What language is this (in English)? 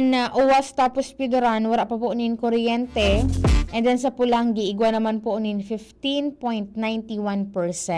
Bikol